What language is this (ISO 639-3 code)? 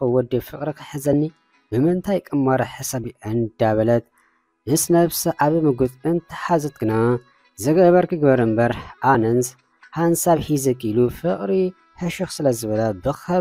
tir